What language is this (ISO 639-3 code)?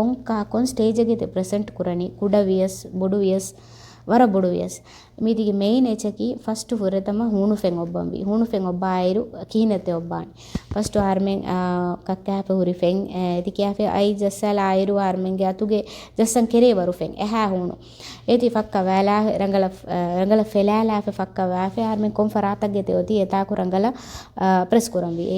div